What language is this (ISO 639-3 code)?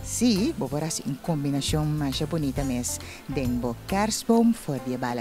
pap